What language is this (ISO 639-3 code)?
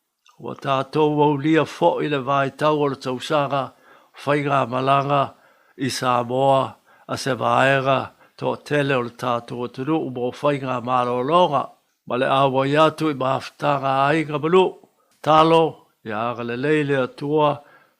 smo